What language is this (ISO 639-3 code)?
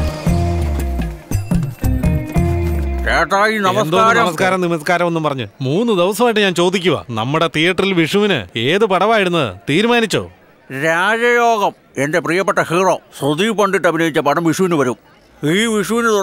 mal